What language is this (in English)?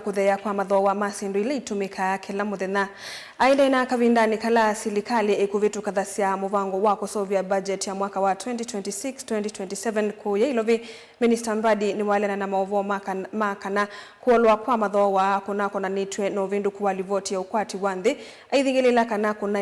Kamba